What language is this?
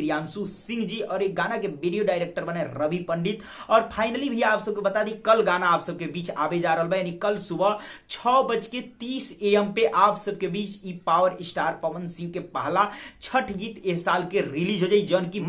Bhojpuri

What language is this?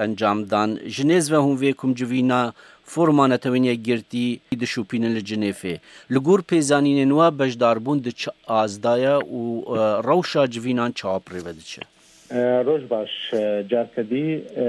Kurdish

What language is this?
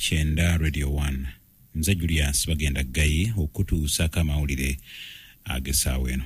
Ganda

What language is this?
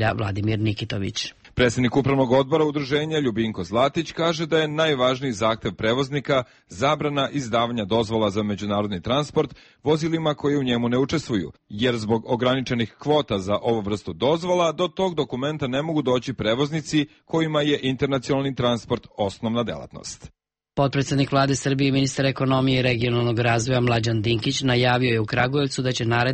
Serbian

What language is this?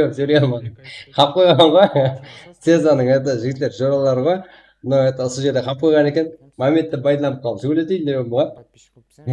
Kara-Kalpak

